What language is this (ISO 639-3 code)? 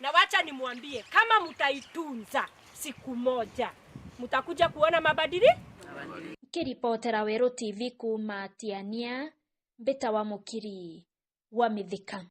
mer